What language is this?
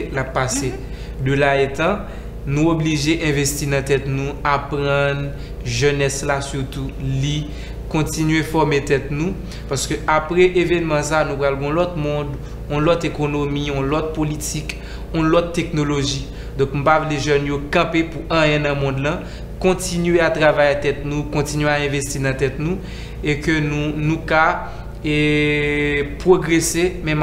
Haitian Creole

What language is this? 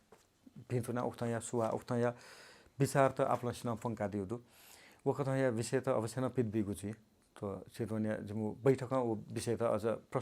Newari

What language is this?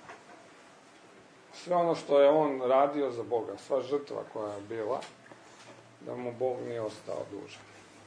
Croatian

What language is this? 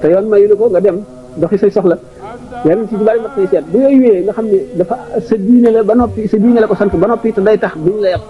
Wolof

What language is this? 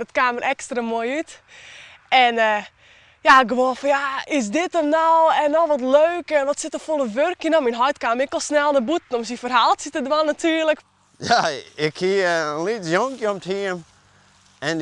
Western Frisian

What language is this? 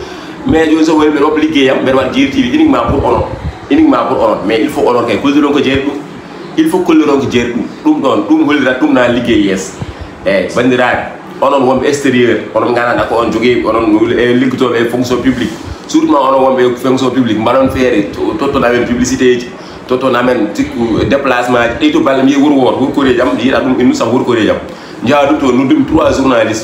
Fula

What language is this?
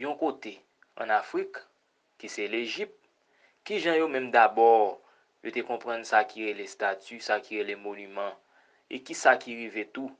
Haitian Creole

